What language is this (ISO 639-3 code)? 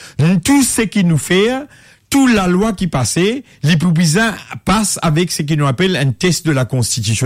mfe